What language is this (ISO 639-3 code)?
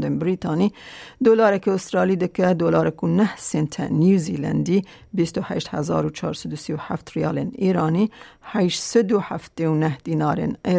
kur